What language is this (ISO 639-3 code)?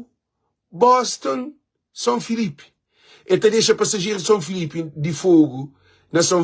kea